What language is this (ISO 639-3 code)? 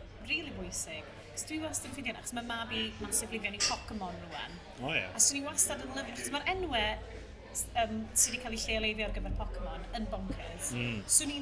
cym